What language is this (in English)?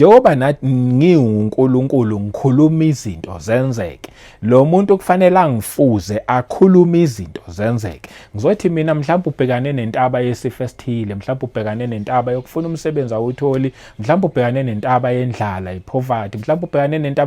Zulu